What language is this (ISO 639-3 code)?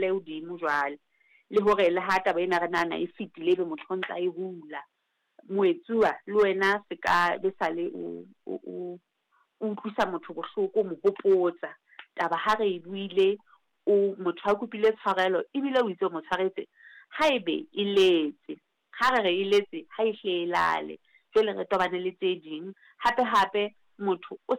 sot